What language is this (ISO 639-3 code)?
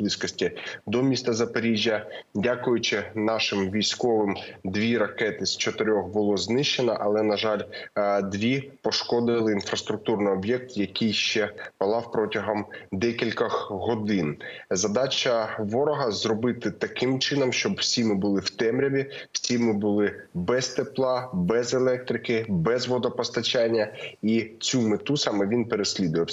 ukr